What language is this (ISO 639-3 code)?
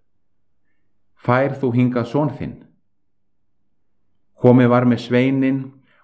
isl